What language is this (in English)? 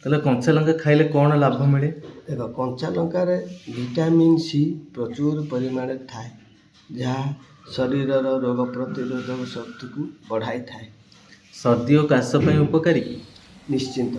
Odia